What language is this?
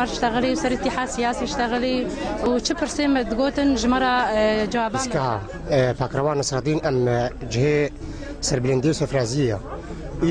Kurdish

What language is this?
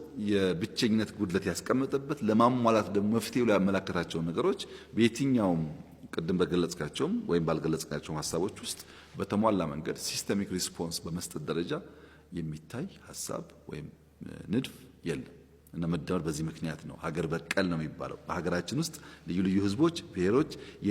Amharic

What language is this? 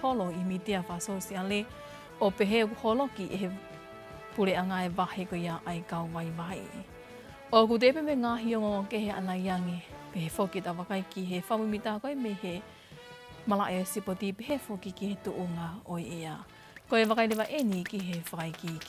Tongan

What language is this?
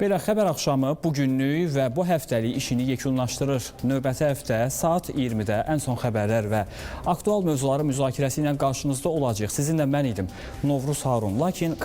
Azerbaijani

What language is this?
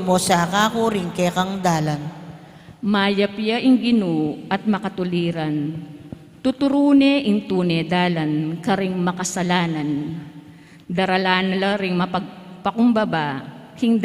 Pampanga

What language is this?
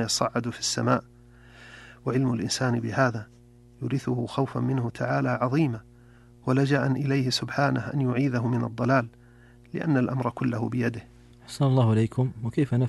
Arabic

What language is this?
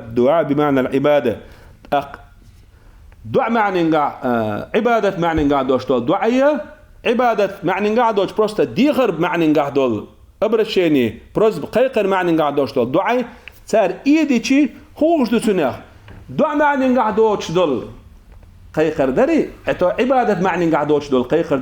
Chechen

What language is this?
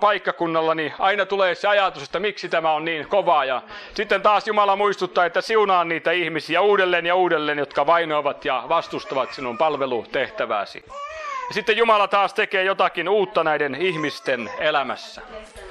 Finnish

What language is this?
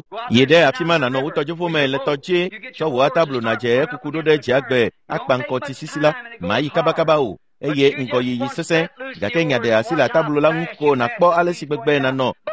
Ewe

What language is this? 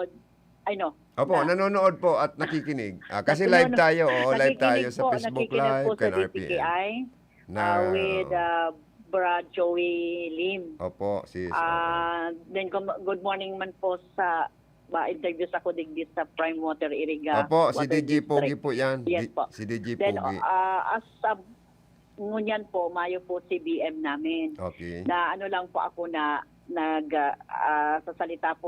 Bikol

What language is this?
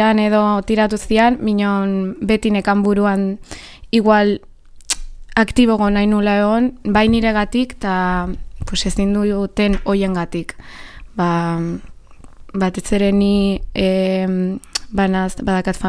Basque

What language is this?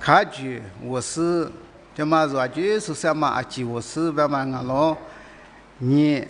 Lisu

